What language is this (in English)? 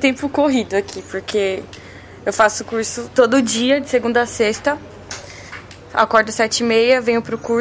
Portuguese